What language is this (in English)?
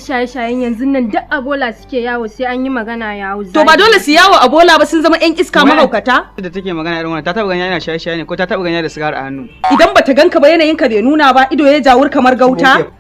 Hausa